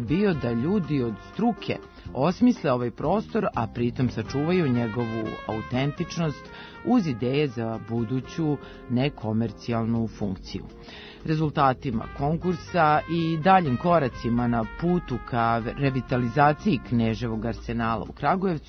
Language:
Serbian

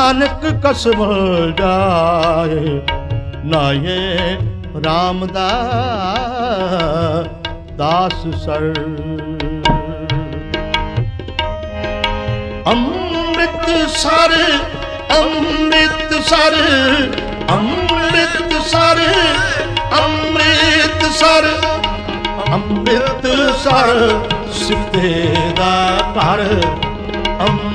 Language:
Punjabi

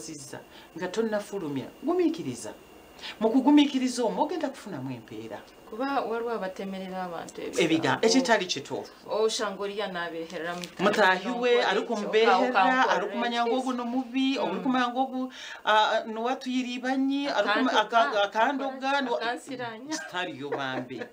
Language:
Nyankole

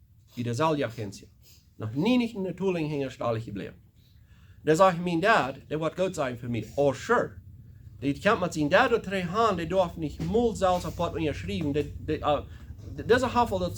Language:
Plautdietsch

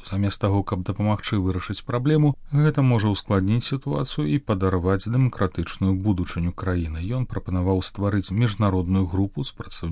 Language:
Belarusian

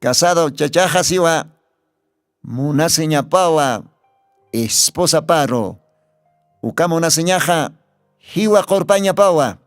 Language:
Aymara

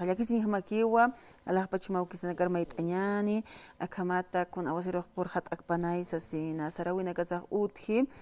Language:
Aymara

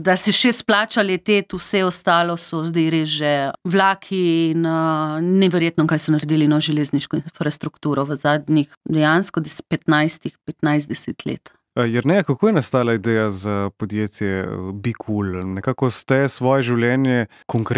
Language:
Slovenian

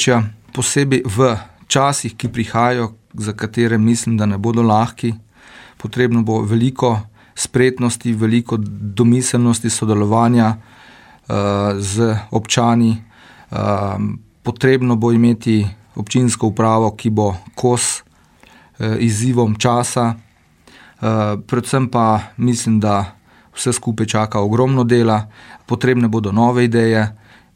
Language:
Slovenian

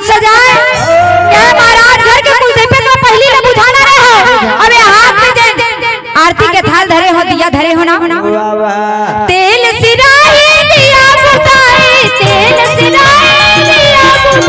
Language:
Chhattisgarhi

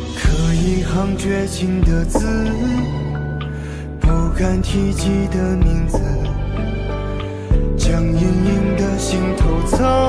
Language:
Chinese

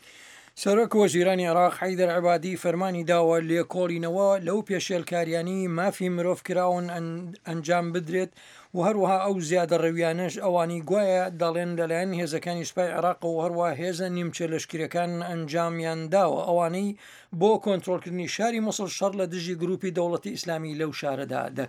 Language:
Central Kurdish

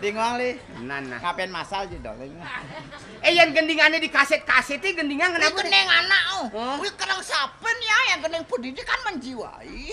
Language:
Balinese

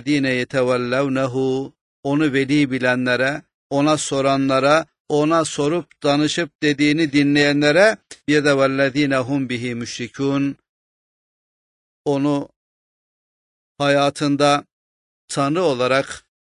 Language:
Turkish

